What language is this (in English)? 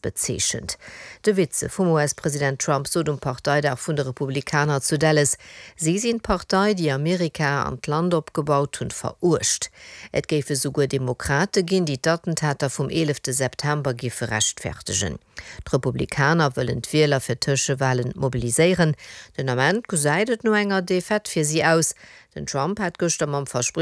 Luxembourgish